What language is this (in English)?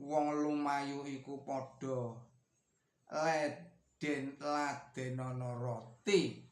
Javanese